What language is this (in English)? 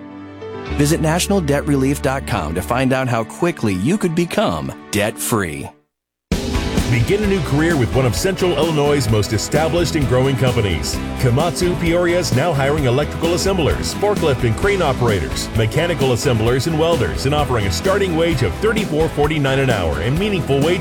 English